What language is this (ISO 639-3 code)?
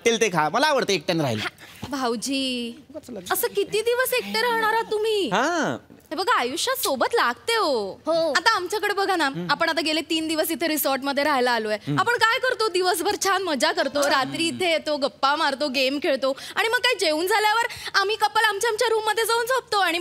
mar